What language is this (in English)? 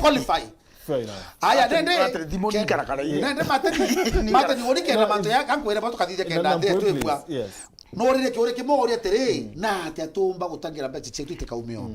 Meru